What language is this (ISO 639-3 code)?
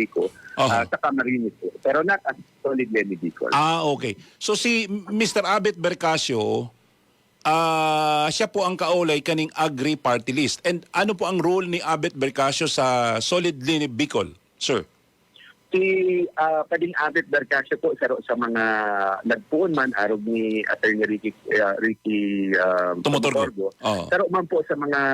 bik